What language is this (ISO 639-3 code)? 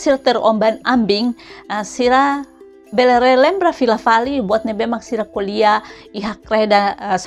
tet